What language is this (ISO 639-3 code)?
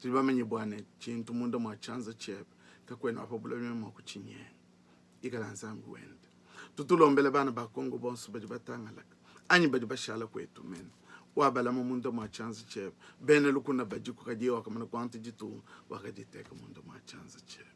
lua